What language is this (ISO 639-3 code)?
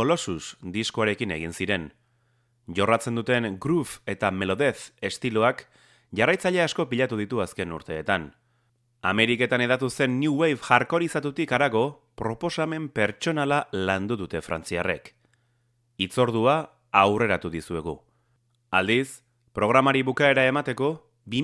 eus